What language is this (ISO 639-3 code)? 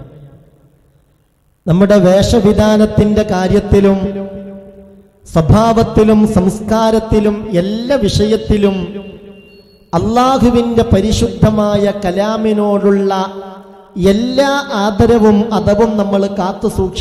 mal